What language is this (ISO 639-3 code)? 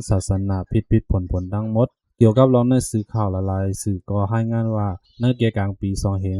shn